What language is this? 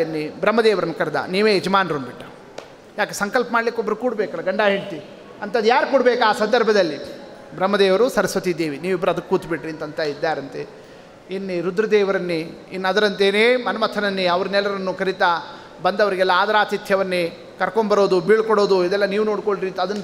Kannada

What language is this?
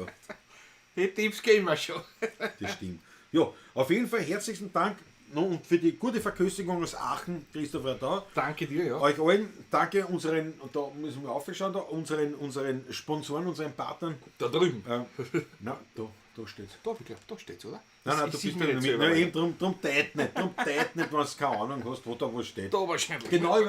Bavarian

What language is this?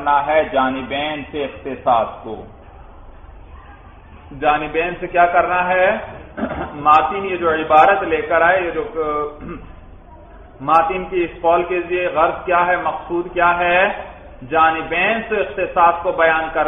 Urdu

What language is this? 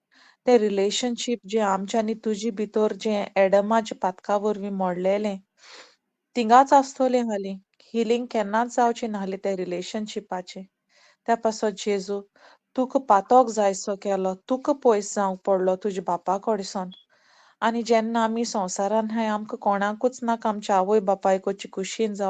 Konkani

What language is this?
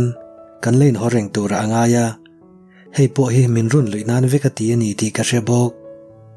Mizo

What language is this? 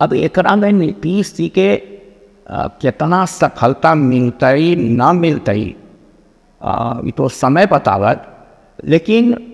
Magahi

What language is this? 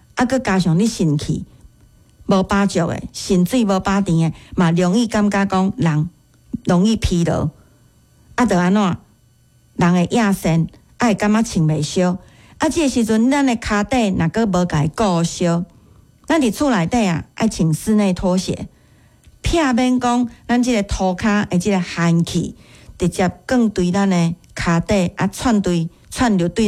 Min Nan Chinese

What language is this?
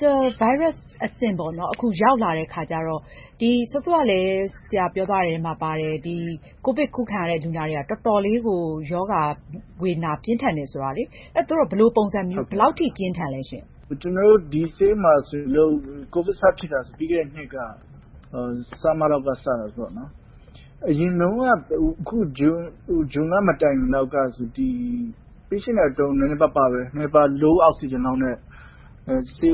Burmese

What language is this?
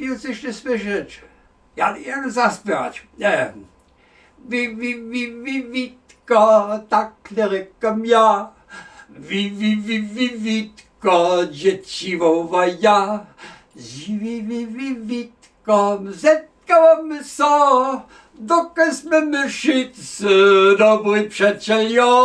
Upper Sorbian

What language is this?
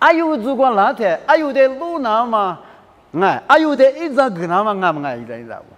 Lisu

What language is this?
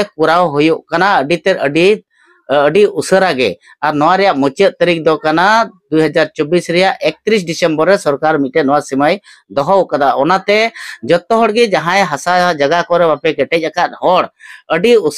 Santali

